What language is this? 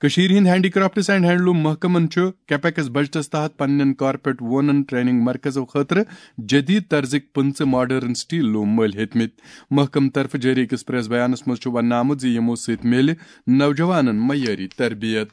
Kashmiri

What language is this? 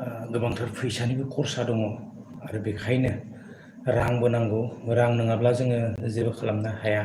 Bodo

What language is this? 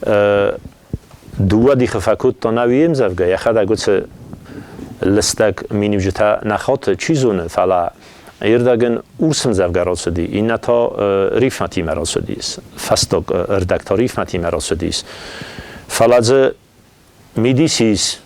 Ossetic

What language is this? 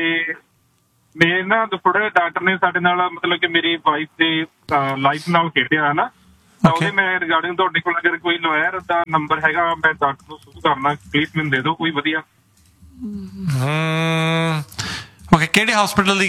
Punjabi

